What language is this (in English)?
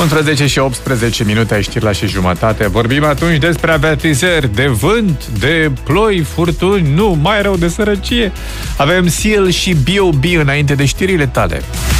Romanian